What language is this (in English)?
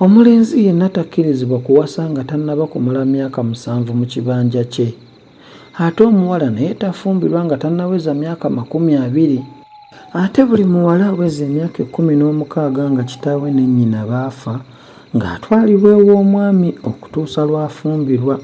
Ganda